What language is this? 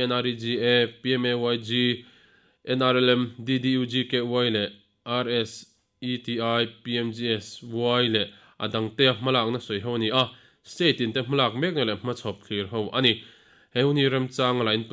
Mizo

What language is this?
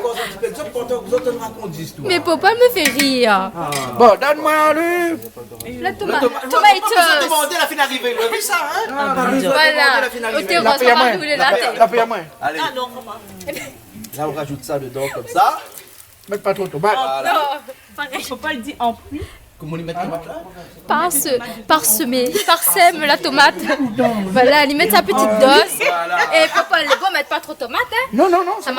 Réunion Creole French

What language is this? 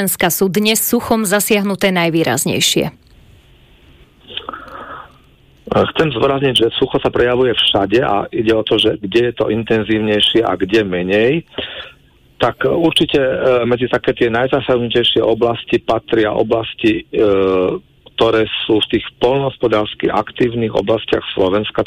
Slovak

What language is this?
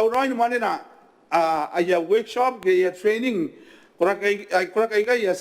Gilbertese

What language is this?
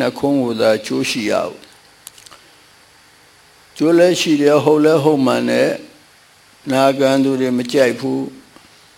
Burmese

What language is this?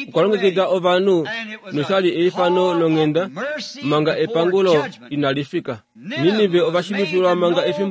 Kuanyama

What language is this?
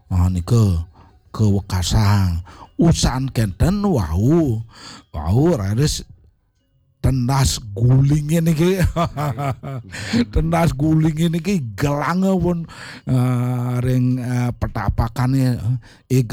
Balinese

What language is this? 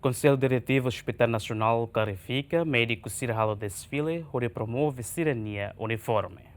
Tetum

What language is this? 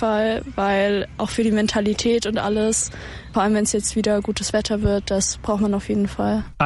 German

